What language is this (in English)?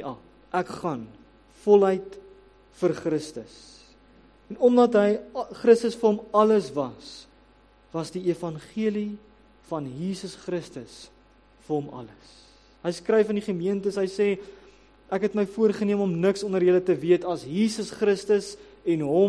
Afrikaans